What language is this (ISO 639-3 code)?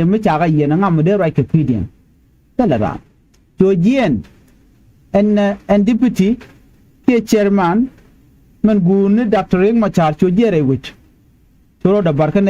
nus